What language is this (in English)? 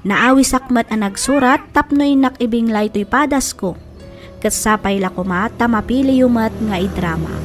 Iloko